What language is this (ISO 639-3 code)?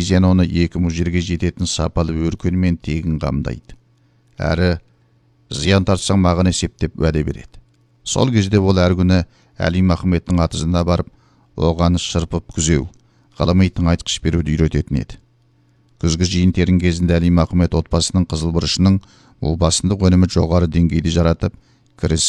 kaz